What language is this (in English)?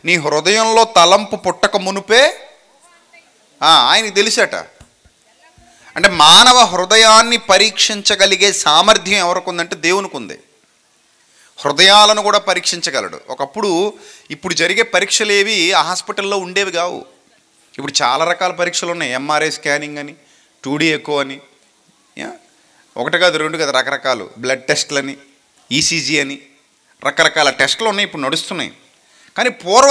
Telugu